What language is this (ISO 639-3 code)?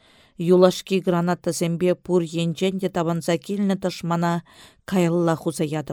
chv